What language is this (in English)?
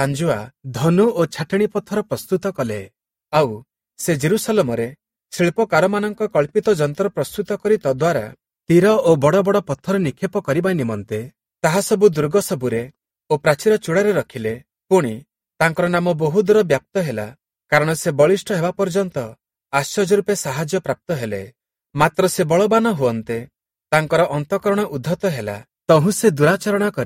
Odia